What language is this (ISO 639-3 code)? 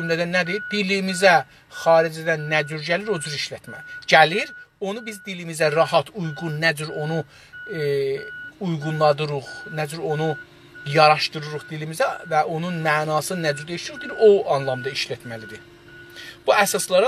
azb